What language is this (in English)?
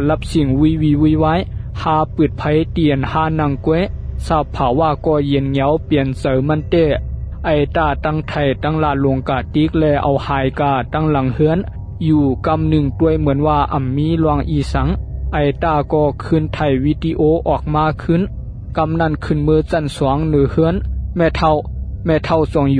Shan